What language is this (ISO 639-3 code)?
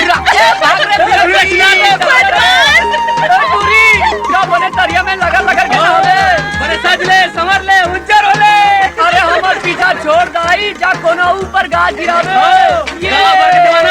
hne